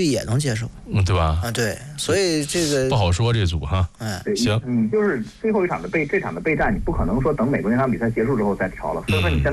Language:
Chinese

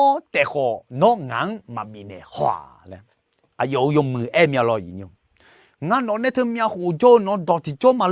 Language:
Akha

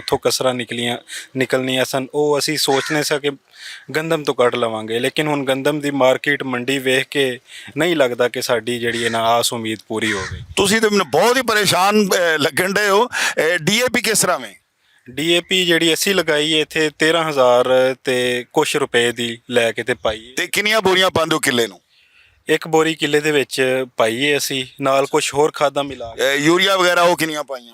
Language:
Western Panjabi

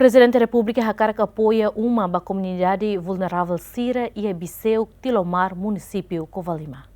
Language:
Tetum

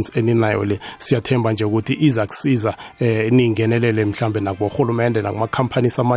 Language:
South Ndebele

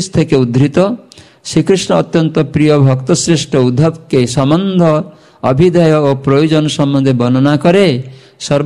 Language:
Bangla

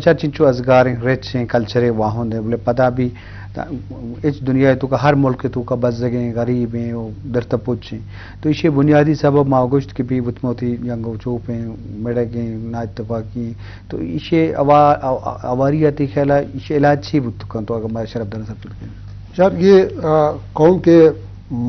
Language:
Eastern Balochi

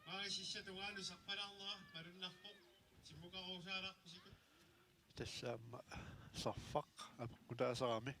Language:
Kalaallisut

